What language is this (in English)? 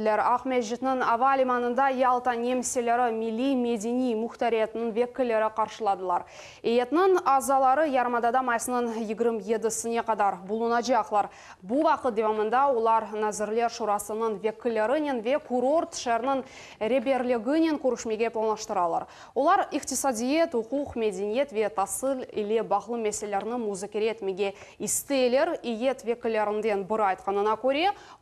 Crimean Tatar